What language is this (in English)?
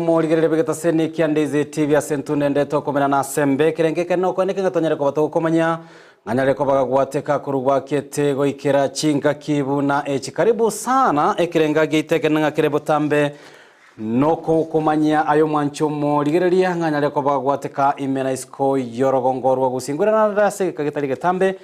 Gusii